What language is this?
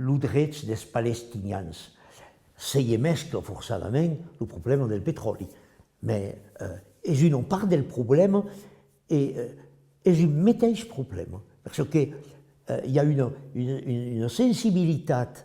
Occitan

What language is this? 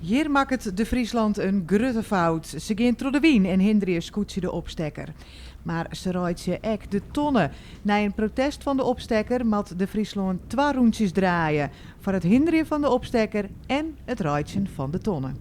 Western Frisian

